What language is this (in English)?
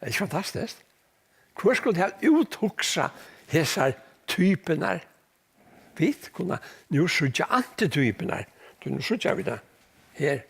Faroese